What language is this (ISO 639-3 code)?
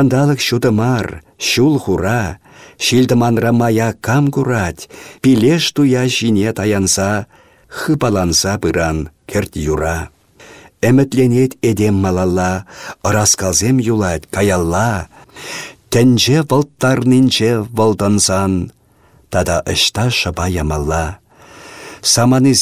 chv